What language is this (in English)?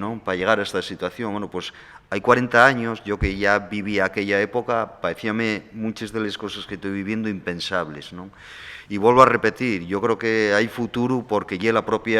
Asturian